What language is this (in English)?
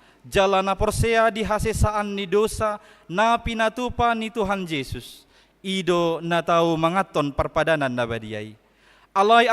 Batak Toba